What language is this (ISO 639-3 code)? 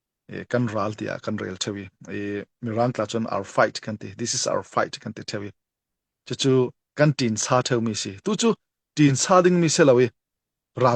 cfm